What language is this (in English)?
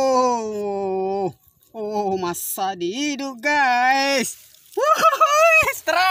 Buginese